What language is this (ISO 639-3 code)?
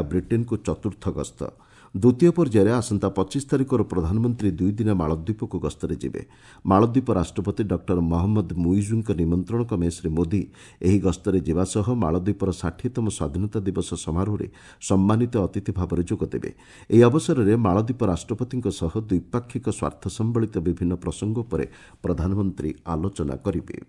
ori